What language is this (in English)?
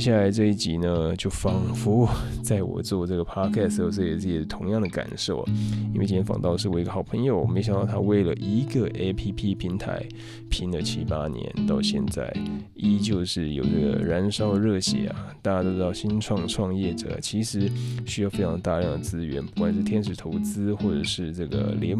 Chinese